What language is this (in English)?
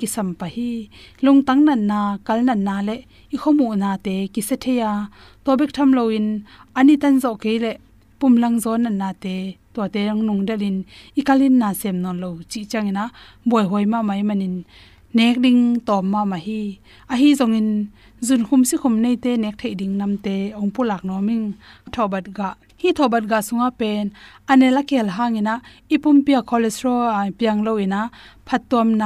Tedim Chin